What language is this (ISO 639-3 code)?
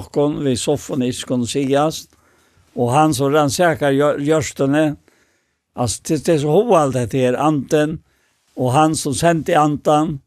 fao